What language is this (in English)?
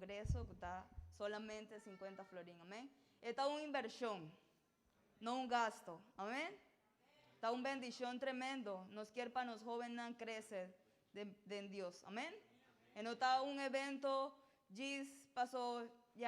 Papiamento